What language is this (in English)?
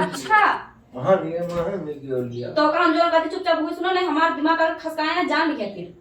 Awadhi